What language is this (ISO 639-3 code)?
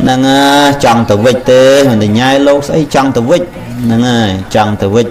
khm